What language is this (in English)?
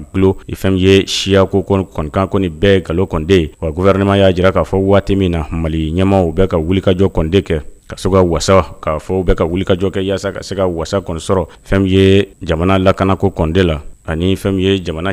Bambara